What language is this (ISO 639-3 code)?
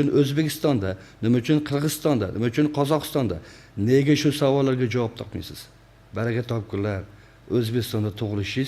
uzb